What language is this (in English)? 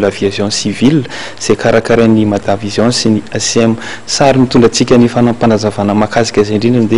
Malagasy